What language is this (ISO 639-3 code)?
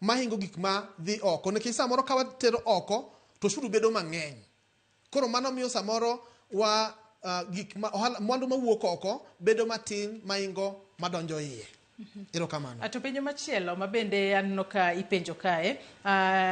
luo